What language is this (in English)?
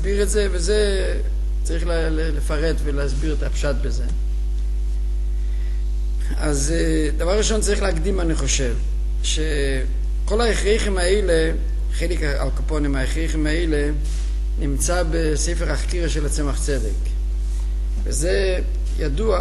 Hebrew